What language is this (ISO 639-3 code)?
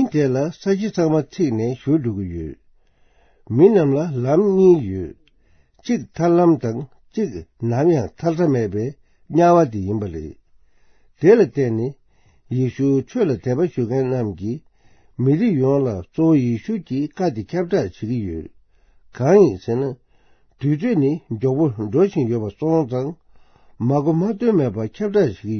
bod